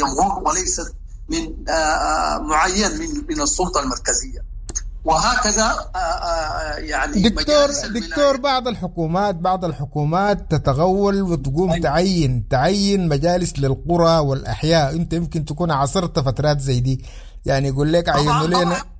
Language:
Sudanese Arabic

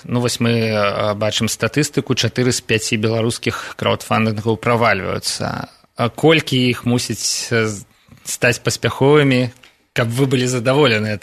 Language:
Belarusian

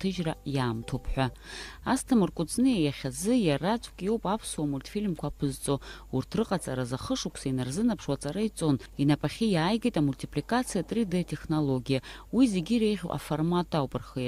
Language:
Abkhazian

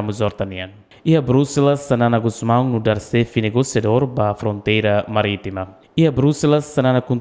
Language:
Tetum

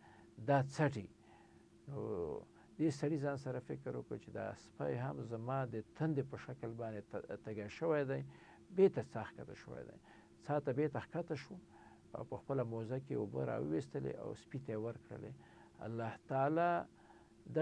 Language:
Pashto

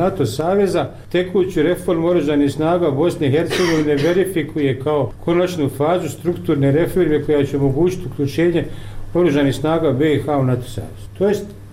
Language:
Bosnian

